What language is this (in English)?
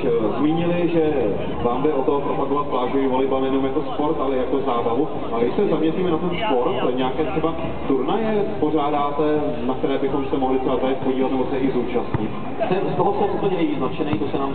Czech